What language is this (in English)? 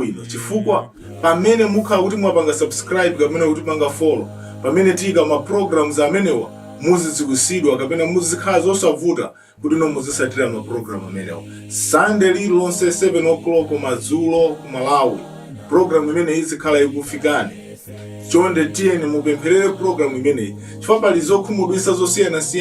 Nyanja